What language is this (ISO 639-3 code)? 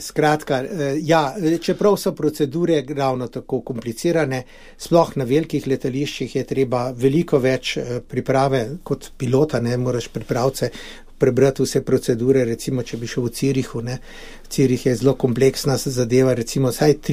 slv